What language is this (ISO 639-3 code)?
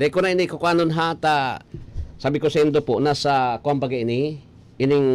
bik